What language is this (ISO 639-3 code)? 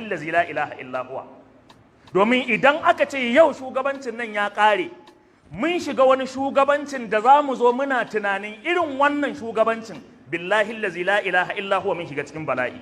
hau